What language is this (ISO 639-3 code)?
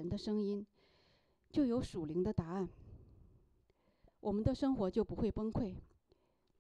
zho